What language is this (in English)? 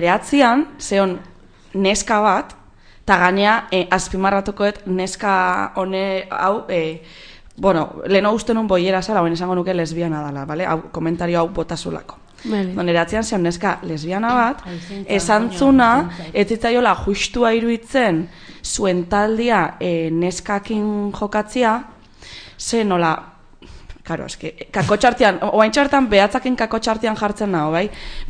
Basque